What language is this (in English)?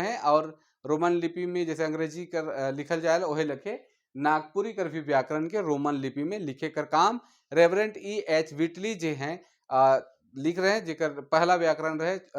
Sadri